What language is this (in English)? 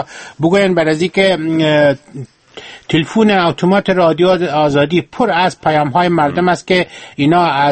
Persian